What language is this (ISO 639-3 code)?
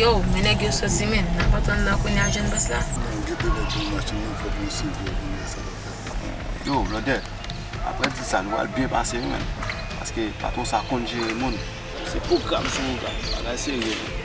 hat